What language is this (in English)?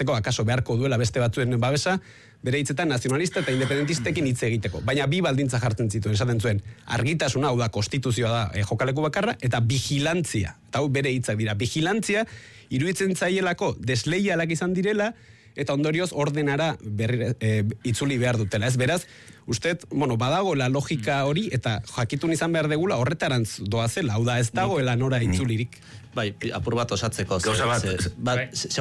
Basque